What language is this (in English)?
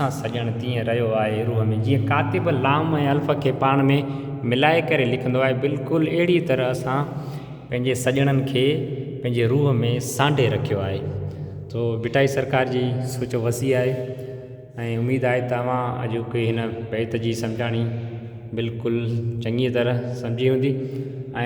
Sindhi